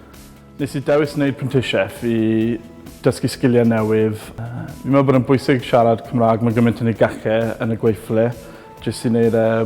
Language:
Welsh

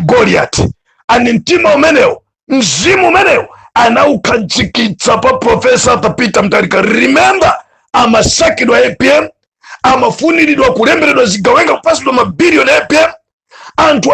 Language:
Nyanja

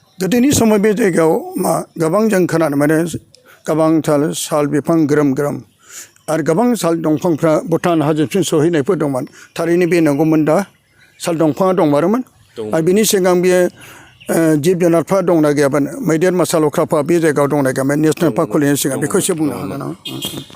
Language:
Bodo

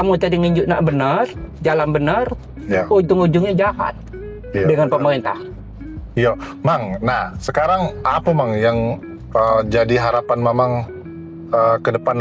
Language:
Musi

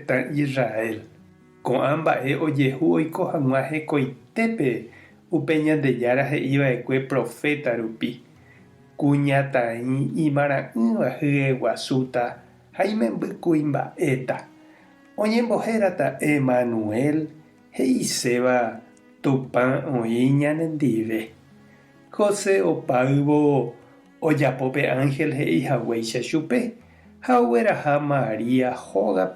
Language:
Guarani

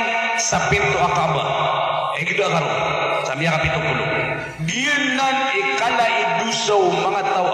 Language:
Maranao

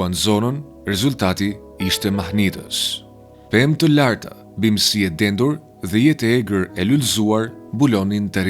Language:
Albanian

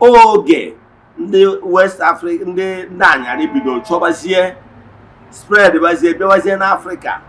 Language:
Igbo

